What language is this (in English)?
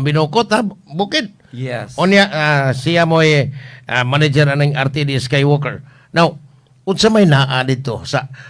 Cebuano